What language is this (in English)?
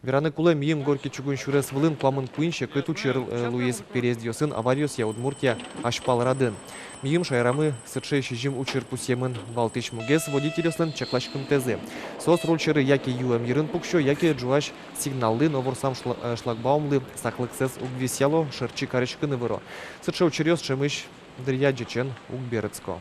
Udmurt